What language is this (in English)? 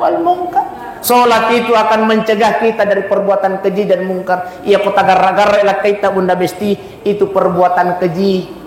Buginese